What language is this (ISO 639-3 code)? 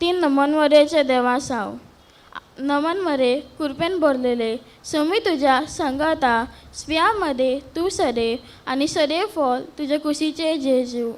kok